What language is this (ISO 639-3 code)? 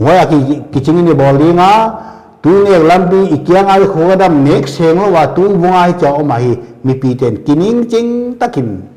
pck